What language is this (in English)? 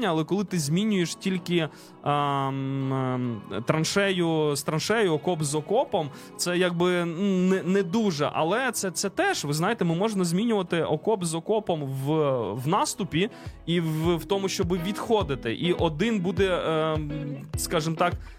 Ukrainian